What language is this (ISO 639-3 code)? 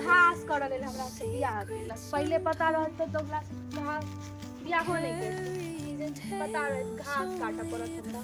mai